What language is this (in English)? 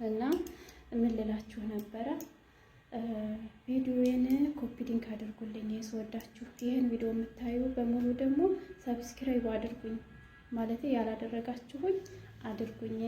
Amharic